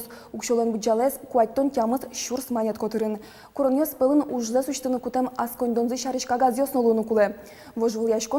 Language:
Udmurt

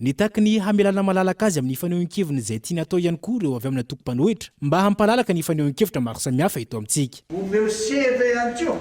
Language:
Malagasy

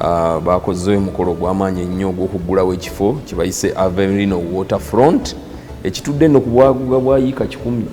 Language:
Ganda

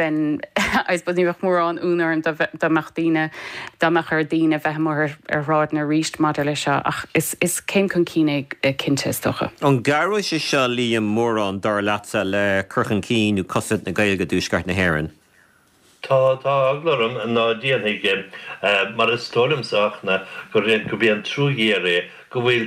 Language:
Irish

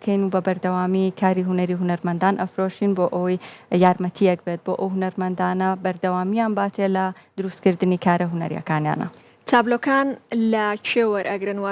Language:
Central Kurdish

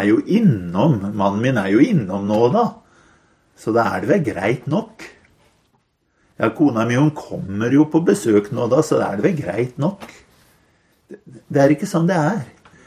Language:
Norwegian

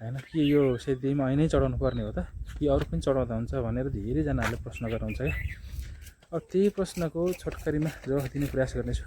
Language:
Nepali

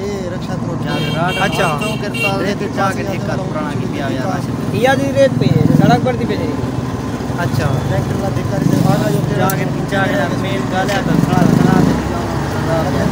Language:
Saraiki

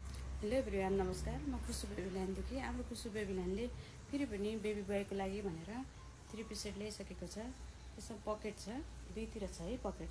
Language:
Nepali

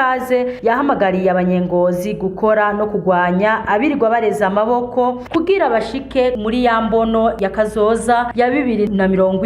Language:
Rundi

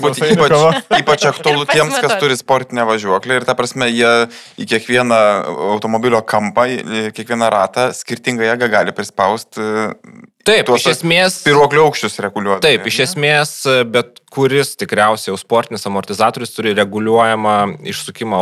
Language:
Lithuanian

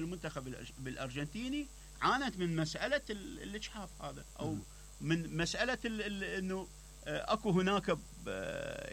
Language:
Mesopotamian Arabic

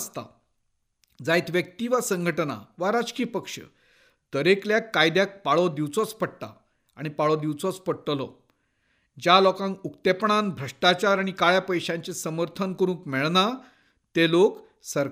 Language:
Konkani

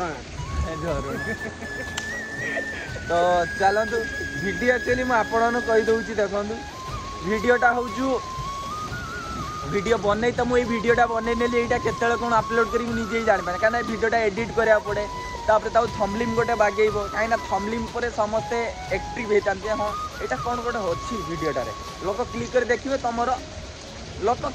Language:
Odia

